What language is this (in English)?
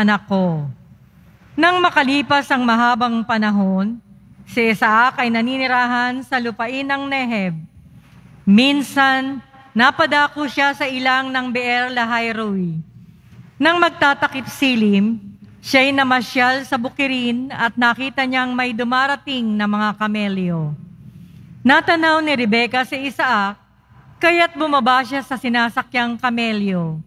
Filipino